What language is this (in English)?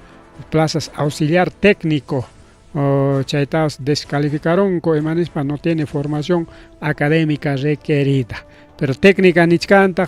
Ayacucho Quechua